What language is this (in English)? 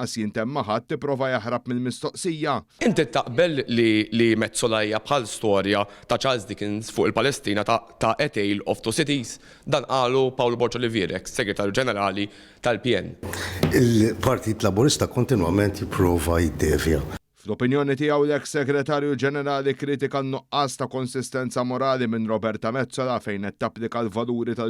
Maltese